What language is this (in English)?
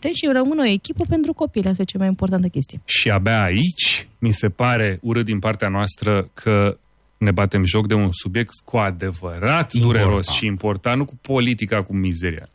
Romanian